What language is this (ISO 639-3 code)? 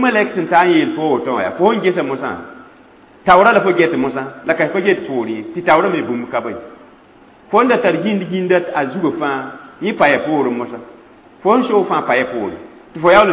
mos